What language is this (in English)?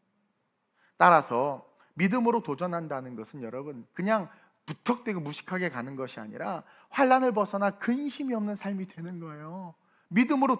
Korean